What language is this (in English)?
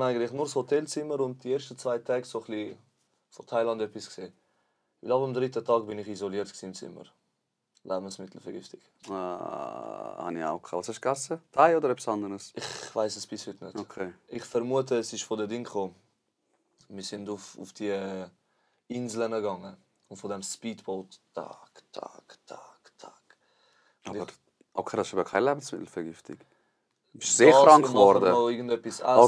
Swiss German